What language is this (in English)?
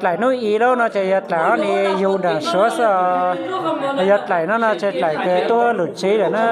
Hmong